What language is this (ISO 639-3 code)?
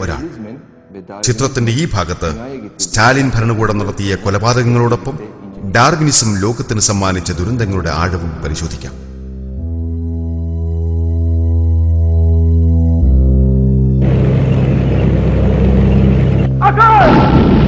mal